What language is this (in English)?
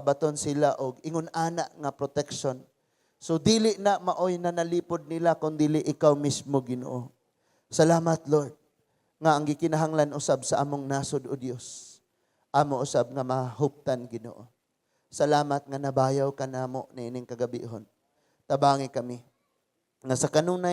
Cebuano